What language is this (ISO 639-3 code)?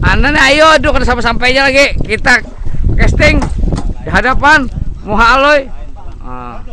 bjn